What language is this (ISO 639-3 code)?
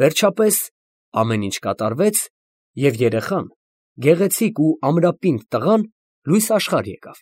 hye